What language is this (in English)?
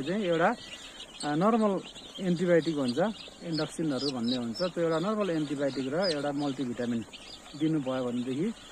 Nepali